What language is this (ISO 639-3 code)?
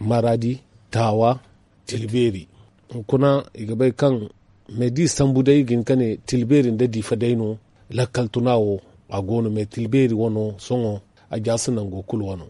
dje